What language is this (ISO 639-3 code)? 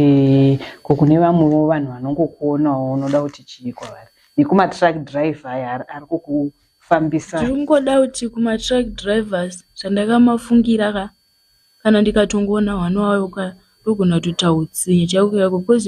sna